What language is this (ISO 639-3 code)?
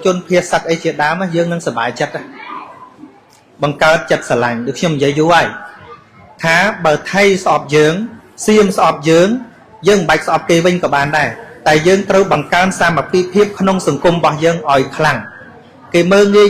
khm